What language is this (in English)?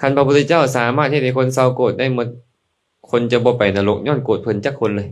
Lao